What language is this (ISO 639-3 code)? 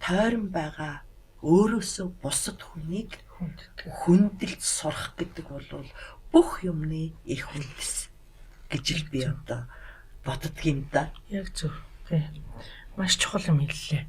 mon